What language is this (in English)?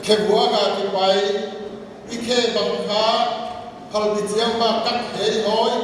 Paite Chin